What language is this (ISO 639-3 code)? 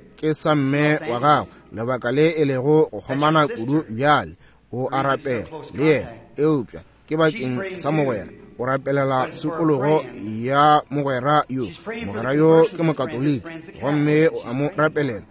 nso